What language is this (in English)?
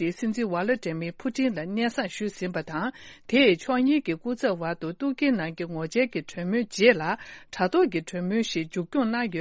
Tibetan